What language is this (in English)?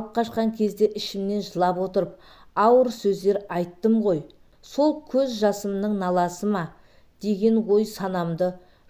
Kazakh